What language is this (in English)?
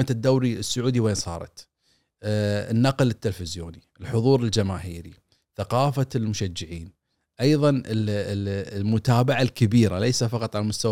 Gulf Arabic